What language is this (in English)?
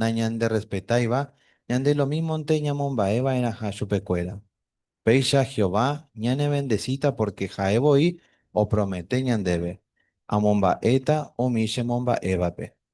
Guarani